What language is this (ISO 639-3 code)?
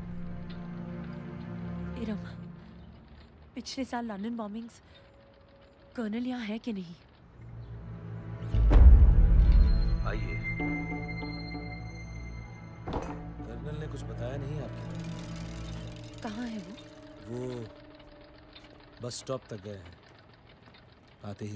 hin